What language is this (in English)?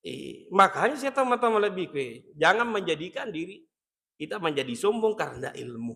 Buginese